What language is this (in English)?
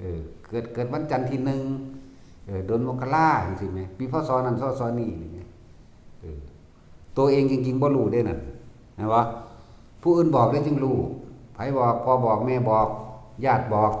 Northeastern Thai